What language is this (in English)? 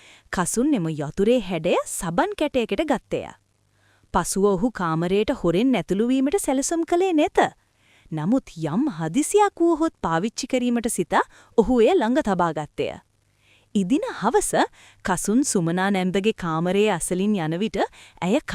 Sinhala